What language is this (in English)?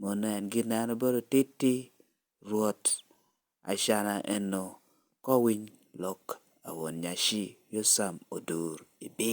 Lango (Uganda)